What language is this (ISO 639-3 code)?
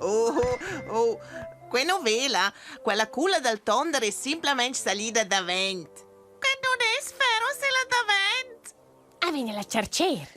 roh